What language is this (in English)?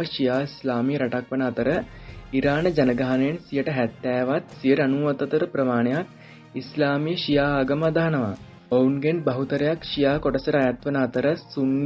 Sinhala